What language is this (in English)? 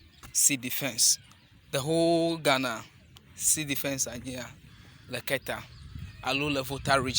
Ewe